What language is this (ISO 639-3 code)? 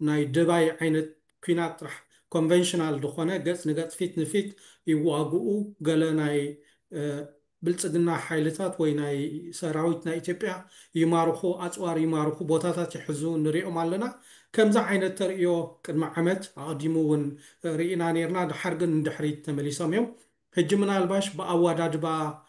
tir